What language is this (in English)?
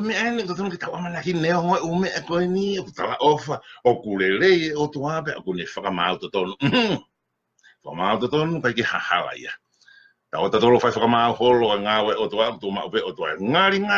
Tongan